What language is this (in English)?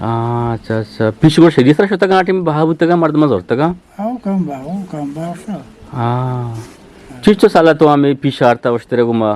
Eastern Balochi